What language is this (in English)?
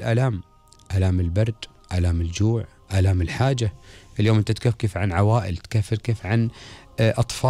Gulf Arabic